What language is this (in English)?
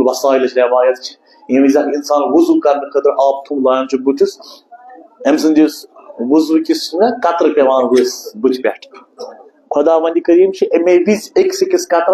Kashmiri